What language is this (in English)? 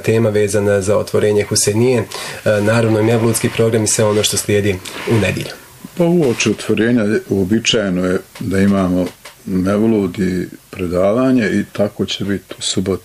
Bosnian